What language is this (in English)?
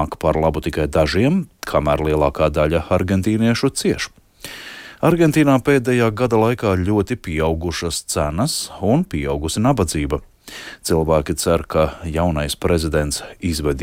Latvian